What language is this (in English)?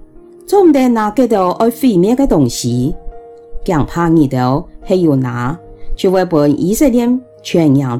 Hakka Chinese